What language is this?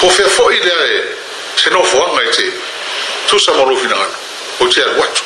Samoan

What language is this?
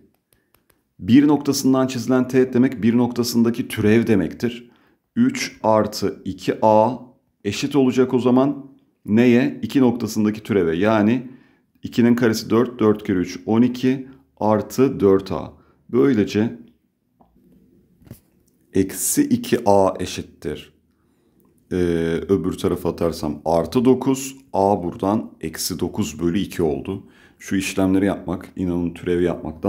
Turkish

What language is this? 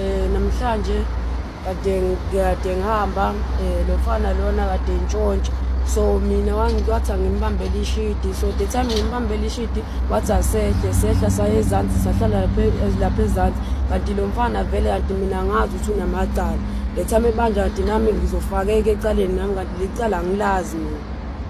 Zulu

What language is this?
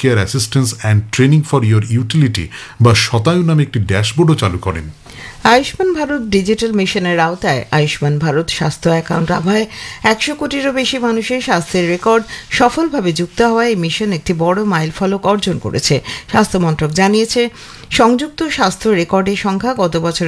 Bangla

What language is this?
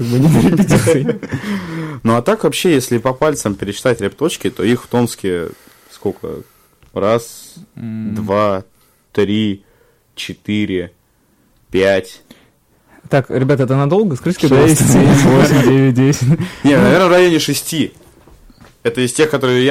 Russian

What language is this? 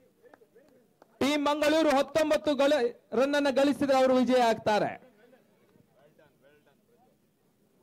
Kannada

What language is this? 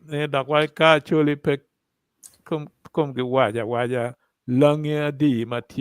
Acoli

